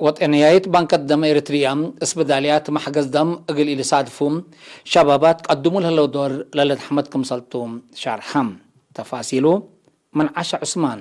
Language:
Tigre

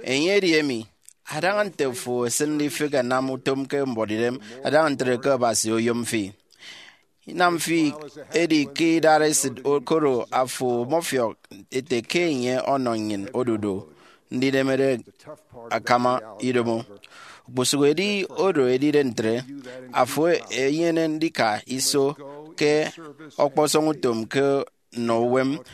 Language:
Efik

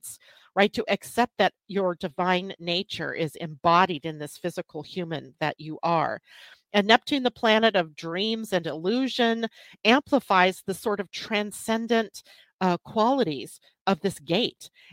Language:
English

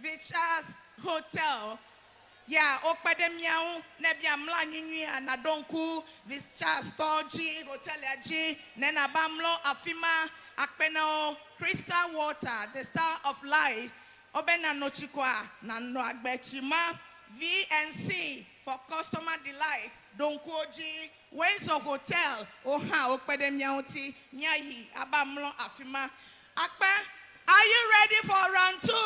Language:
Ewe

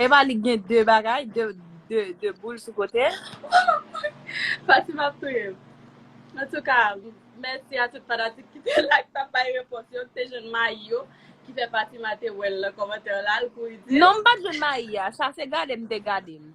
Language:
Haitian Creole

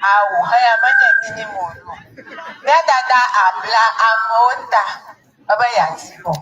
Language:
Ewe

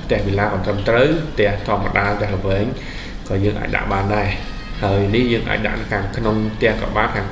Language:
Khmer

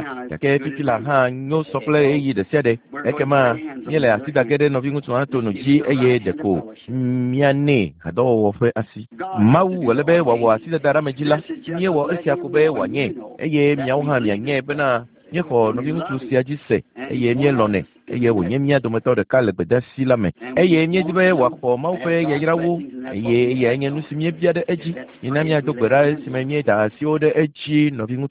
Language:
Ewe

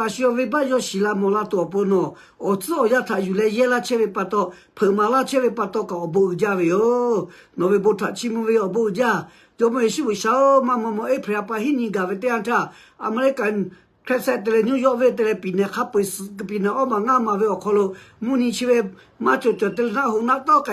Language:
Lahu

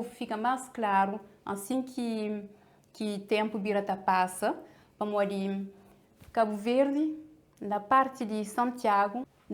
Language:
Kabuverdianu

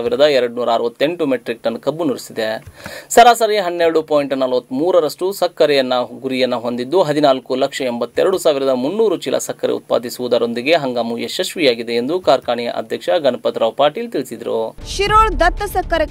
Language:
Kannada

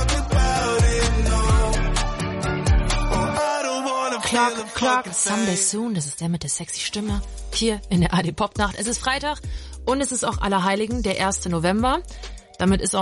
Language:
German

